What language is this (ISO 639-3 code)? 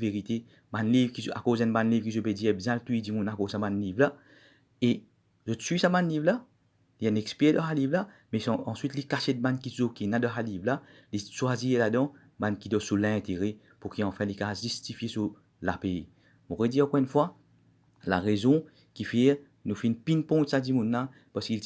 mfe